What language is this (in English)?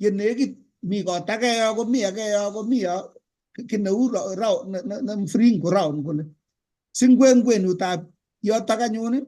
Kalenjin